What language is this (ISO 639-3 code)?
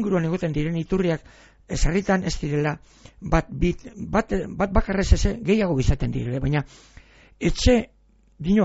eus